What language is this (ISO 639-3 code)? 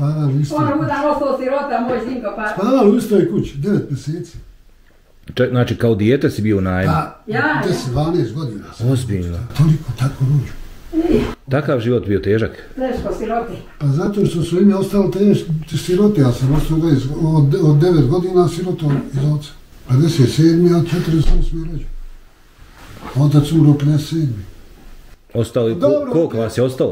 bos